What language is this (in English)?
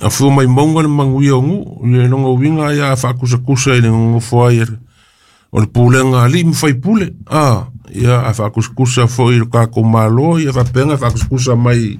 Samoan